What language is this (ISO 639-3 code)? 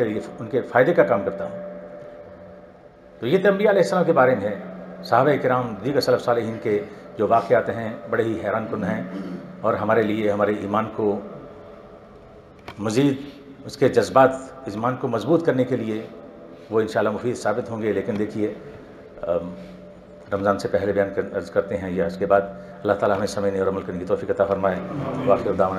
urd